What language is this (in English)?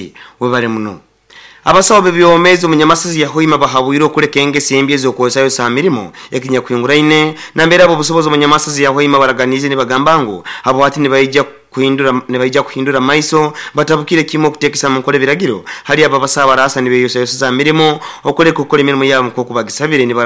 Nyoro